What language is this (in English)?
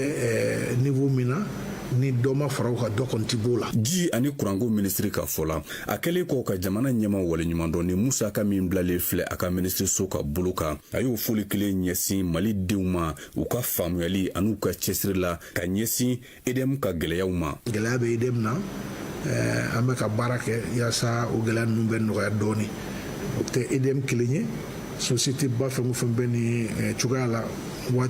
Bambara